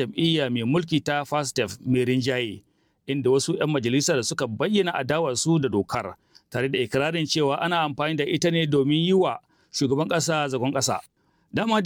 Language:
Hausa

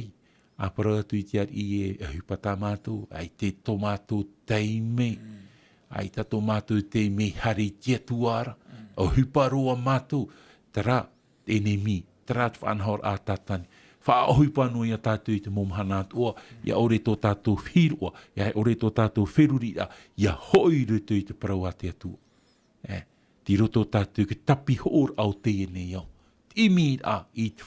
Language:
Tahitian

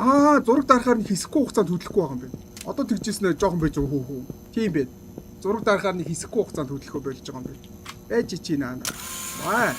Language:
Mongolian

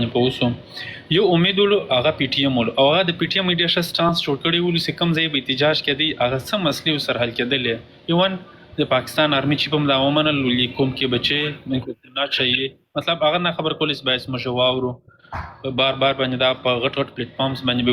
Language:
Pashto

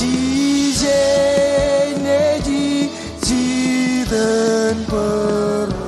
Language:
Marshallese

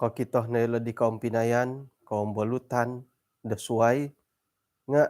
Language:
Central Dusun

